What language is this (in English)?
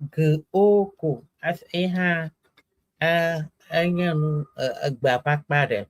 Ewe